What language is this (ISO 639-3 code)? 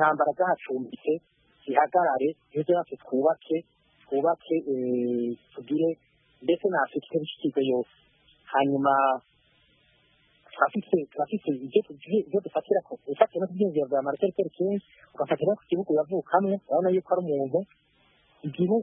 kin